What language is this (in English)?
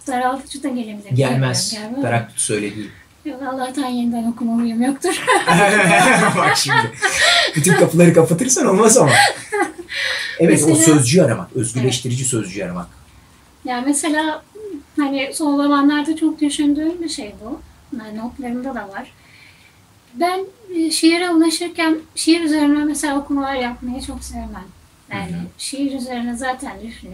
Turkish